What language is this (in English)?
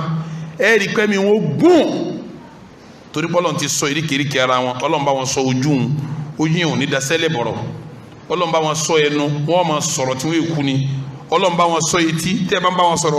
Yoruba